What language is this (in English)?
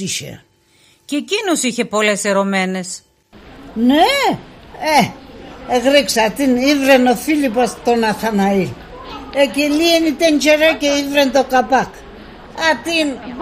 Pontic